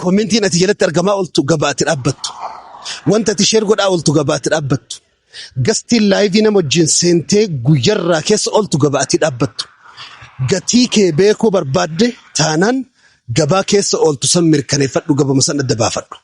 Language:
Oromo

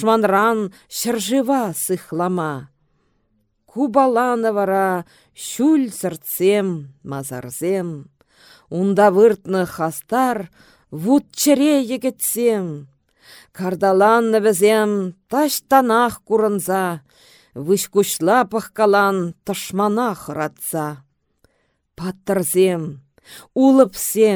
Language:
Chuvash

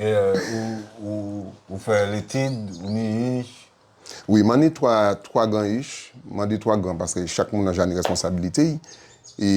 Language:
Guadeloupean Creole French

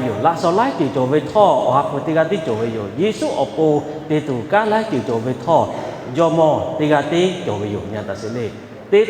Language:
Lahu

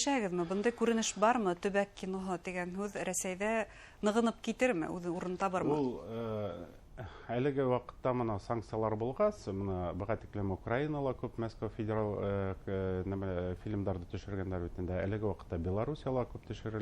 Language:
Bashkir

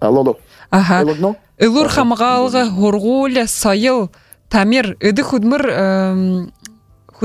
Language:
Buriat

